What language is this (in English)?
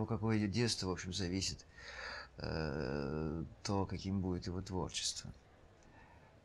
Russian